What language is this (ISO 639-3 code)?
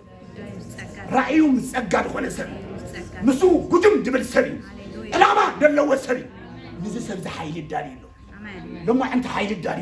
tir